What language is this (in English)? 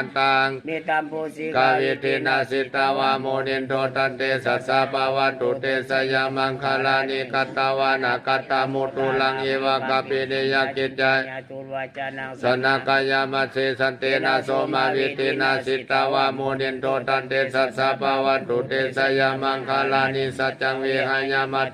Pali